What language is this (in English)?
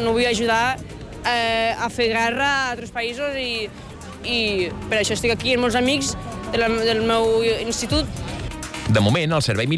Catalan